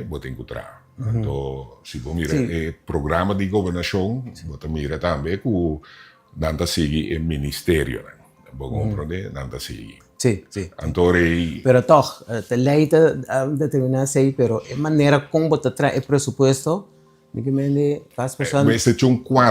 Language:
Papiamento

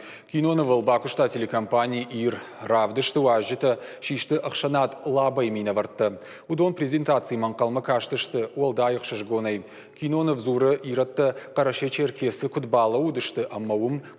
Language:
Ossetic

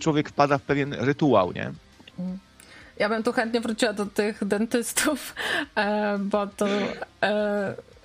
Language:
Polish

